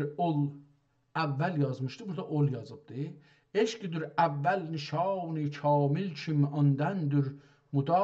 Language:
South Azerbaijani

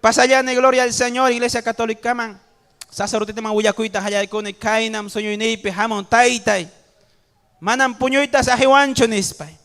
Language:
Ayacucho Quechua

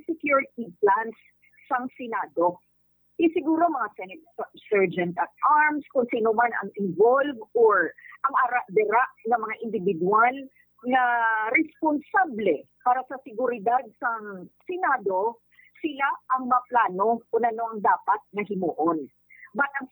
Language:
Filipino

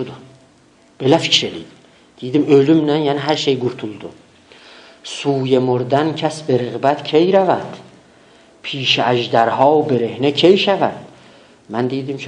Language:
South Azerbaijani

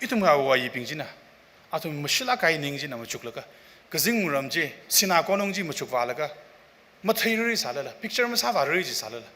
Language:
Tangkhul Naga (India)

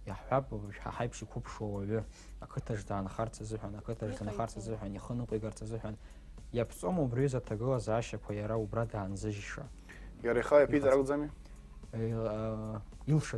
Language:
Abkhazian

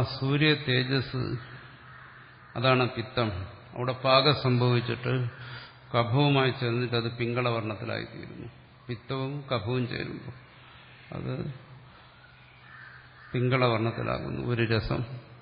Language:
Malayalam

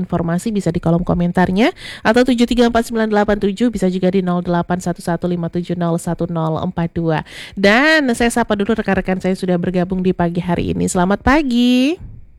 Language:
Indonesian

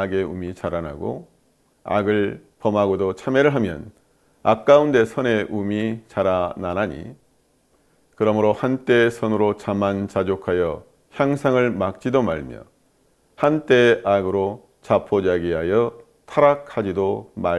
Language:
Korean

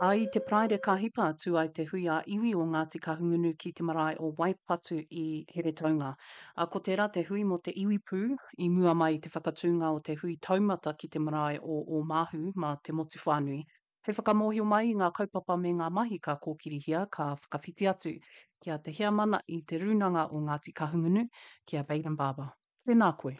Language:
Māori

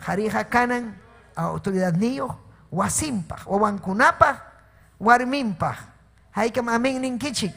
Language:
Ayacucho Quechua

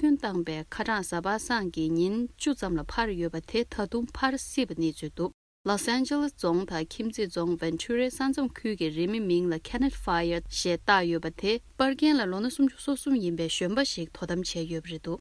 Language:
Tibetan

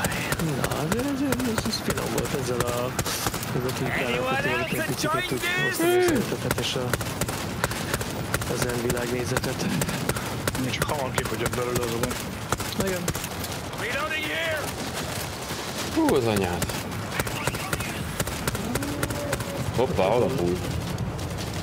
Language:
Hungarian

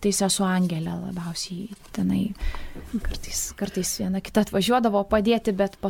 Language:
Lithuanian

